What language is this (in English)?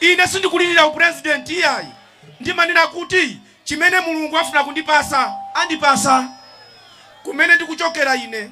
Nyanja